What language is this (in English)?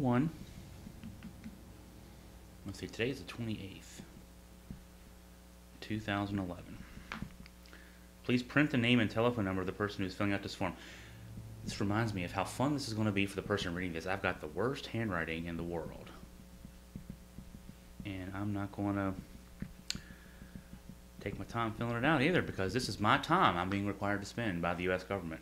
English